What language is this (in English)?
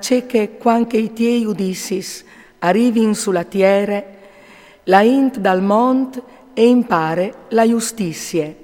Friulian